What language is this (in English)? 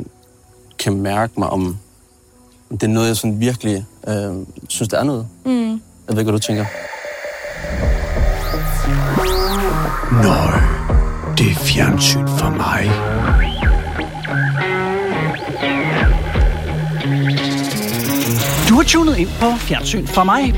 Danish